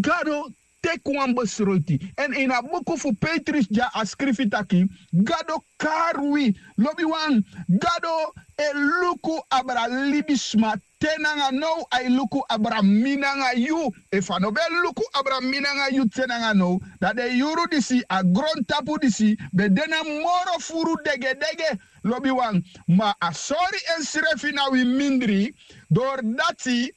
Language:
Sranan Tongo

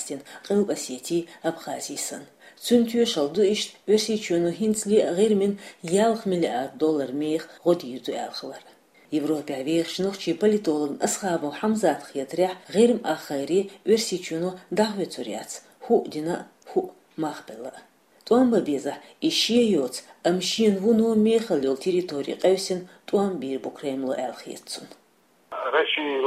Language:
Chechen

